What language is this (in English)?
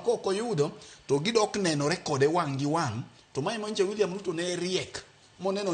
Luo (Kenya and Tanzania)